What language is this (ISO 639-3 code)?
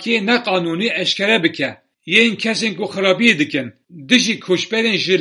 kur